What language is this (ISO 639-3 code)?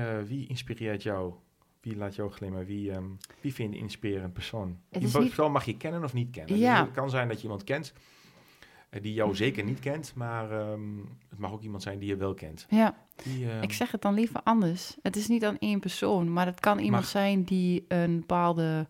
nld